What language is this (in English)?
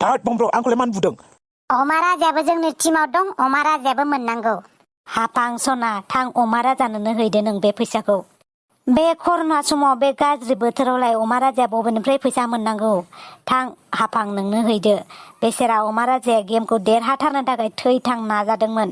Bodo